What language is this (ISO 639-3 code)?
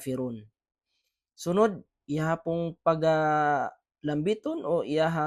ceb